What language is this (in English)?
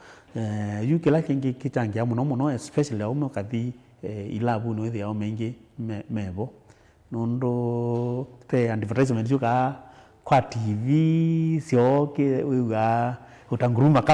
Kamba